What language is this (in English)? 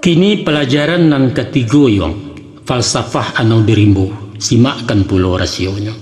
Minangkabau